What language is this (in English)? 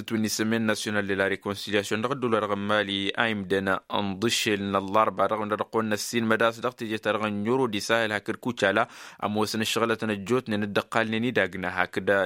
Tamasheq